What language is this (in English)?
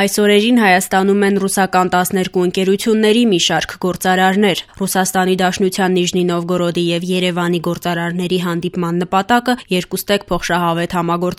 Armenian